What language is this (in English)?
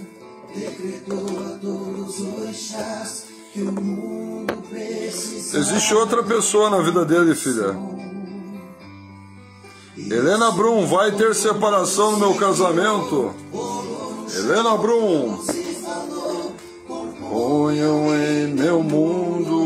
Portuguese